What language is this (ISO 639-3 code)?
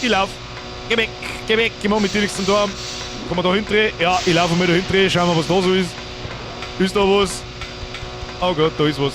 bar